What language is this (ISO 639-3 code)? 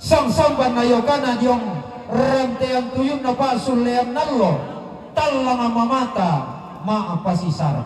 sda